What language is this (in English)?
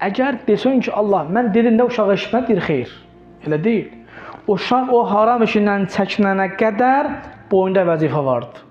Azerbaijani